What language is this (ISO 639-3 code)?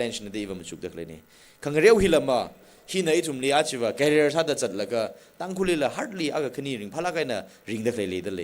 nmf